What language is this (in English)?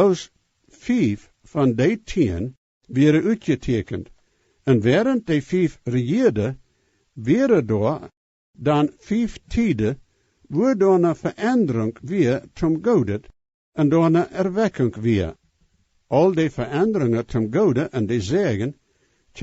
Plautdietsch